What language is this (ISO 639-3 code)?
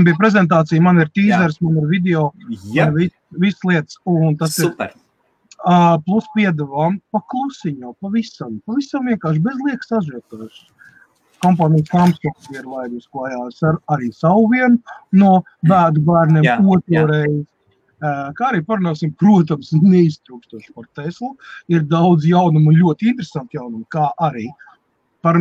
lav